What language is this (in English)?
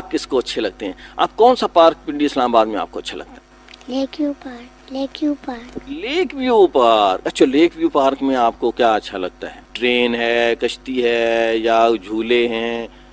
Urdu